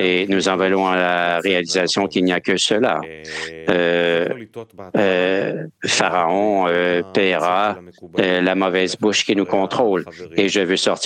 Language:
French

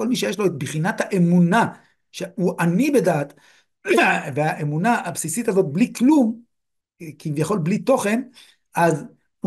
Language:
Hebrew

